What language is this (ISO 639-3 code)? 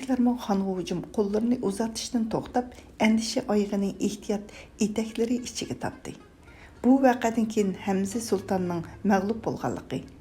uig